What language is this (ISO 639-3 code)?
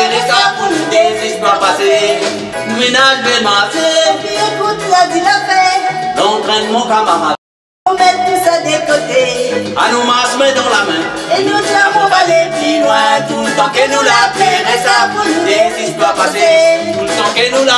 rcf